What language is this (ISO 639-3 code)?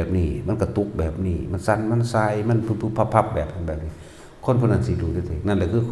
tts